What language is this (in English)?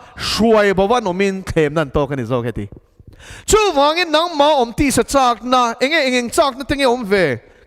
Mizo